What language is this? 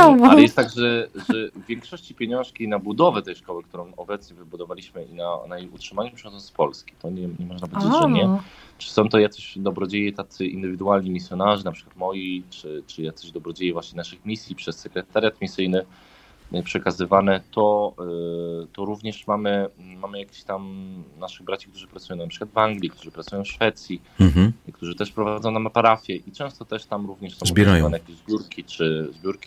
Polish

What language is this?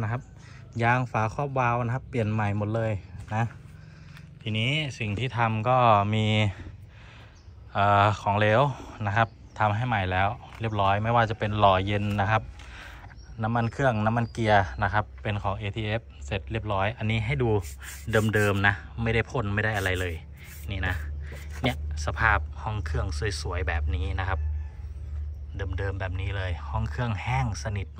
Thai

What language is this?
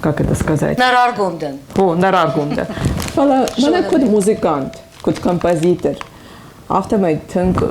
Ossetic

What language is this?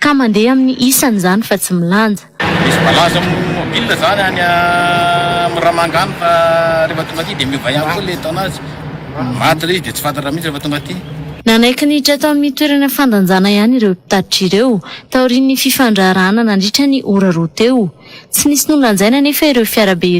Malagasy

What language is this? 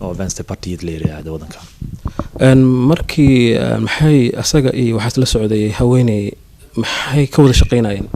Somali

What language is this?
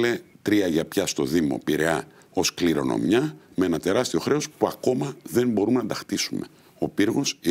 Greek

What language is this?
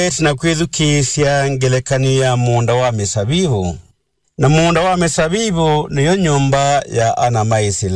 Kamba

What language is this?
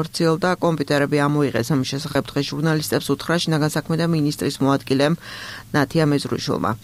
Georgian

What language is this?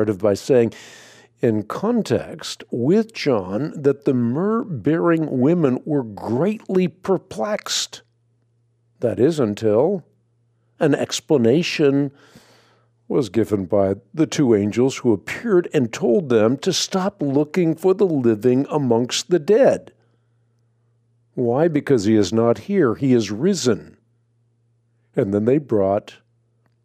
English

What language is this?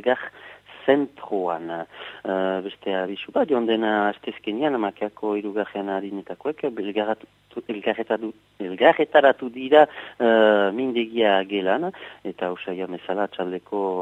Basque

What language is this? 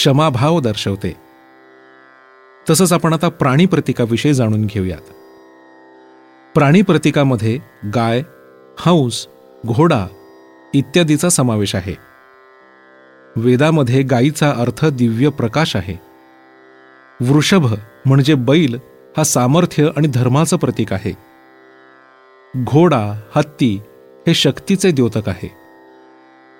Marathi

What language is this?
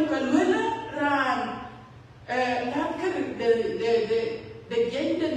Dinka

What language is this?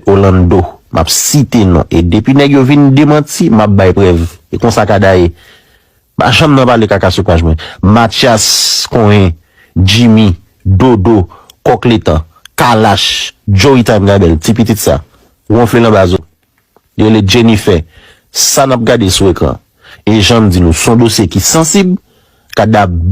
Haitian Creole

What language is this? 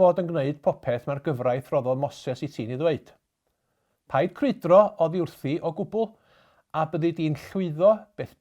Welsh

